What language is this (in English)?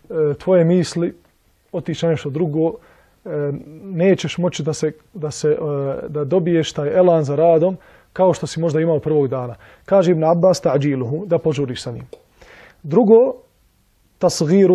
Bosnian